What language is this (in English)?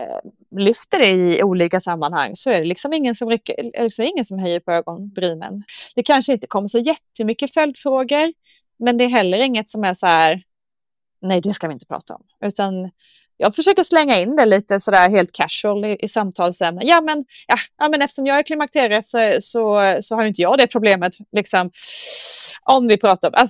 Swedish